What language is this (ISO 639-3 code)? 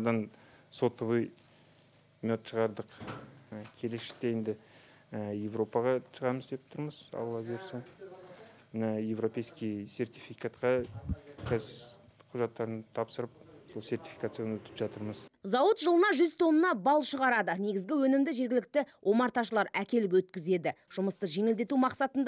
kaz